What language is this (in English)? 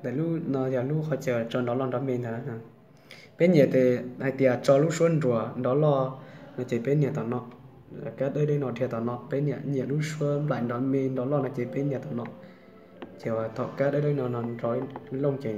Hmong